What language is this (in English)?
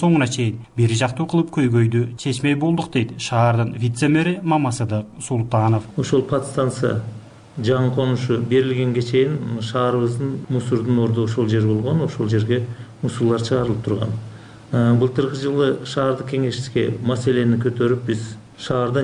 Kyrgyz